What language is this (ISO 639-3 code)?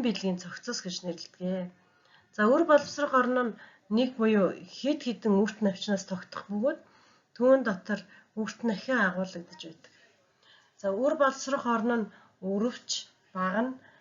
mon